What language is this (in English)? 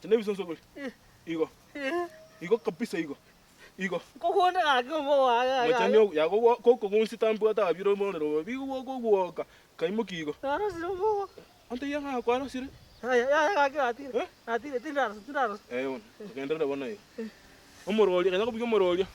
Gusii